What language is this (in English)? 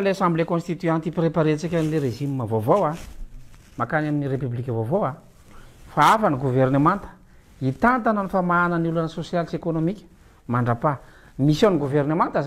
Malagasy